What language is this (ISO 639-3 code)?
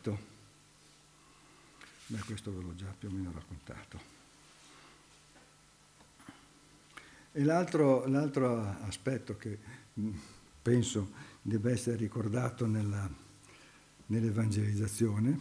ita